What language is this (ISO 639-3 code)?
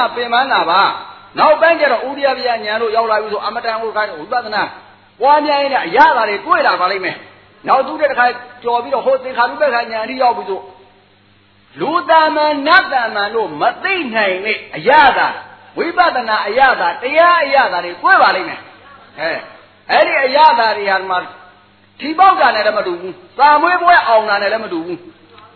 mya